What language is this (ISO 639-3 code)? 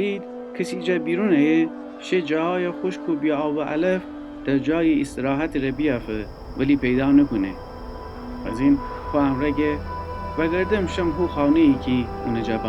glk